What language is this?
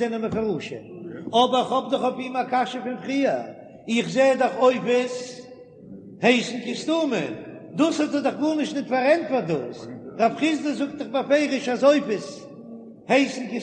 Yiddish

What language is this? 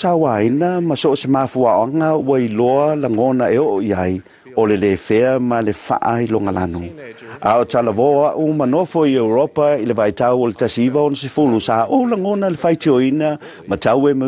Samoan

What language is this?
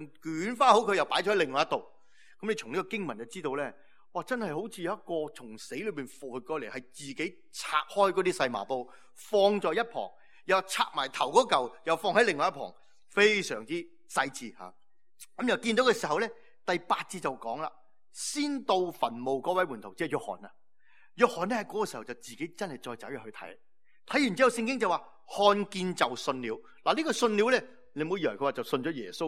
Cantonese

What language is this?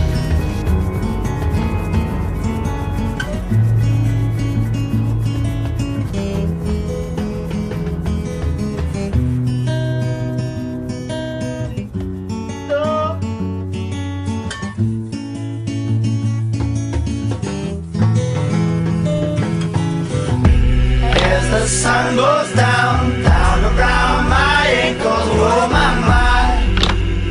English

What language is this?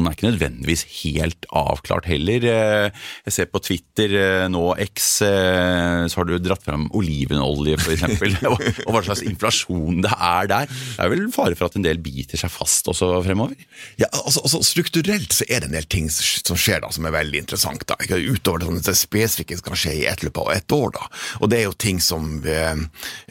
Norwegian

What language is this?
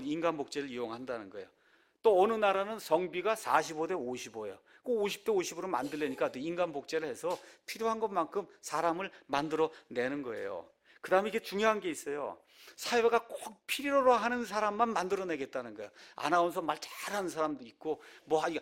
Korean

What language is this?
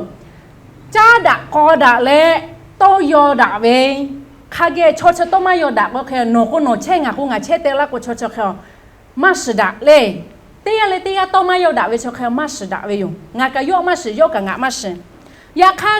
Lahu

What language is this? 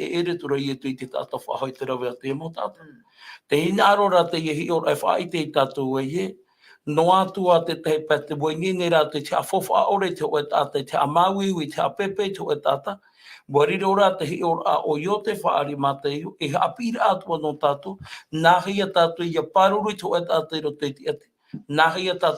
Tahitian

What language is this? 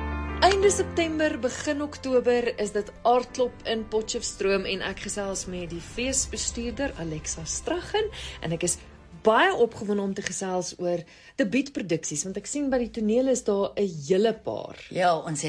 Afrikaans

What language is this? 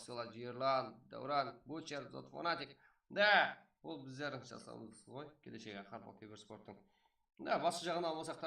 Kara-Kalpak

